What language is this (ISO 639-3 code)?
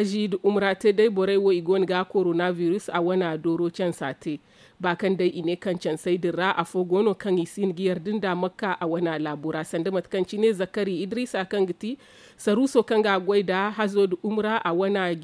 dje